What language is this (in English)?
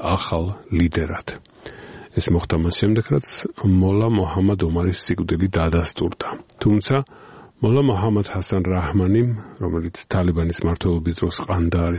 Georgian